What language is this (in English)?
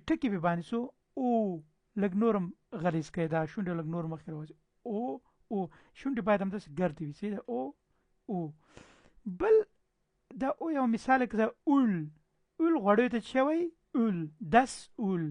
Pashto